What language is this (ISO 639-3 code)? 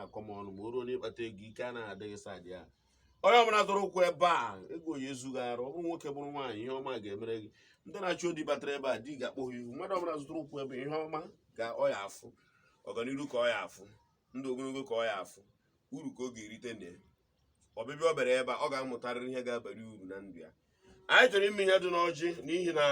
ibo